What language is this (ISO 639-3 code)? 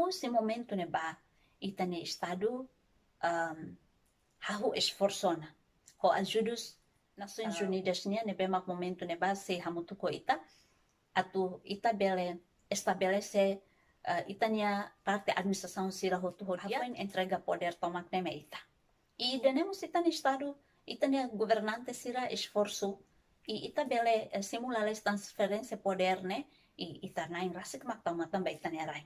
tet